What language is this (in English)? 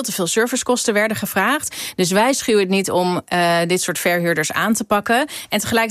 Dutch